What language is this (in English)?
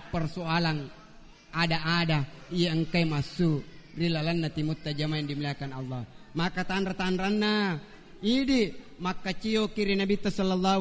Buginese